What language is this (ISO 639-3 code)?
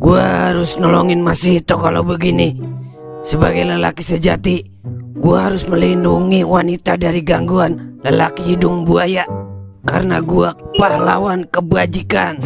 bew